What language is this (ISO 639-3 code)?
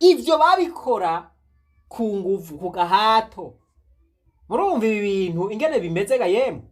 run